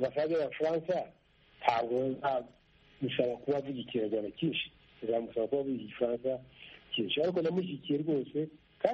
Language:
Kinyarwanda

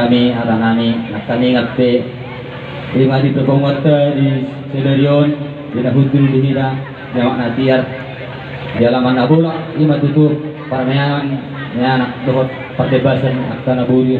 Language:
Batak Toba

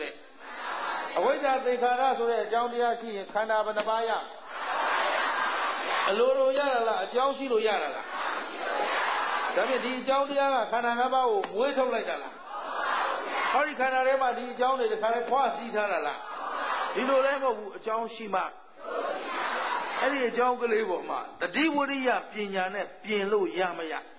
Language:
Burmese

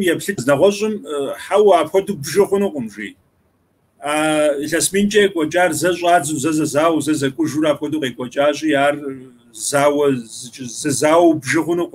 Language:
Kabardian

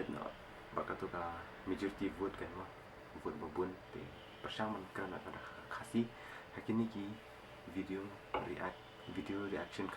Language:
Khasi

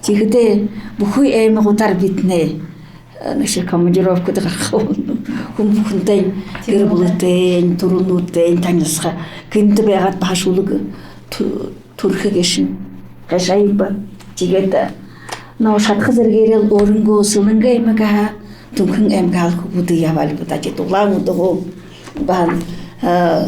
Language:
Buriat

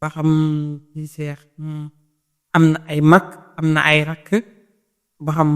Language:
Wolof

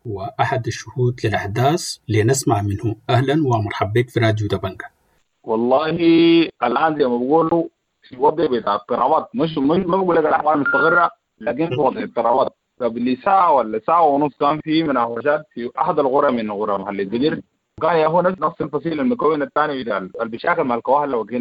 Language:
Sudanese Arabic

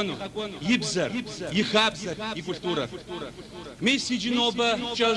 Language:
Kabardian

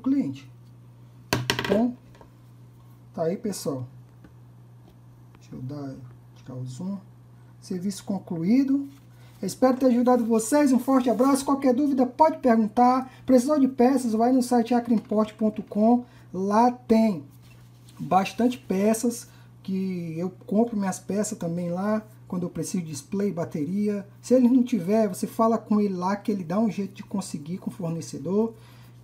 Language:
Portuguese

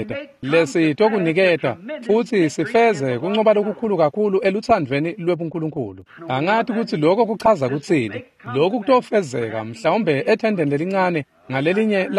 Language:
Swati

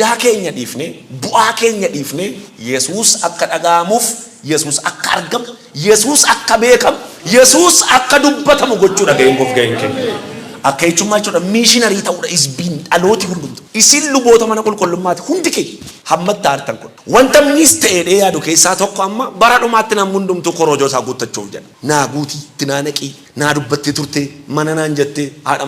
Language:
Oromo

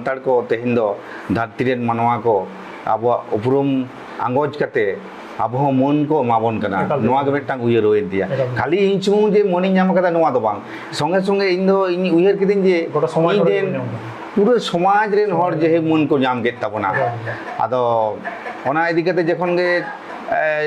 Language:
Santali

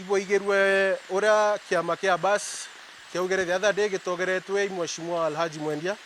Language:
Meru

